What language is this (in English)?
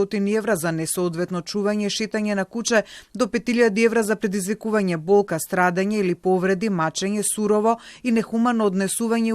Macedonian